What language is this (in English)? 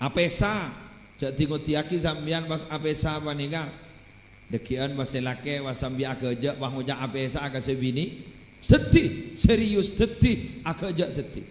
Madurese